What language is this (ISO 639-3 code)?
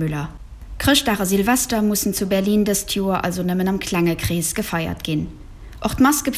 ltz